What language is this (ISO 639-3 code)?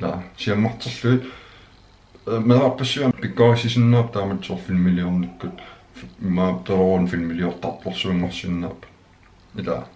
kal